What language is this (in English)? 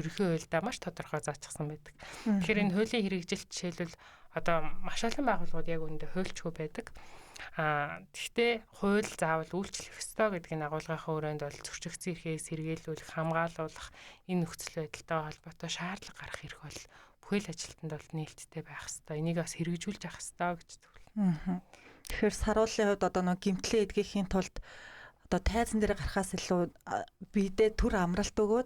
Mongolian